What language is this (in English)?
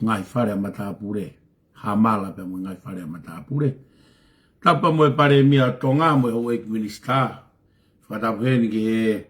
Tongan